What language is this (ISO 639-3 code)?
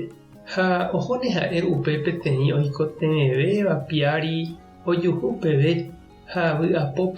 grn